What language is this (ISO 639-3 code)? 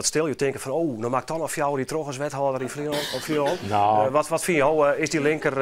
fry